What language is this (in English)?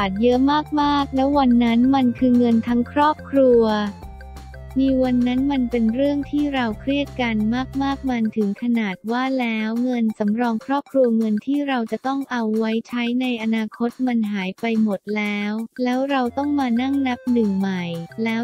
Thai